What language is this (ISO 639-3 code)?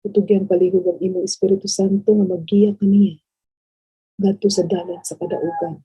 ceb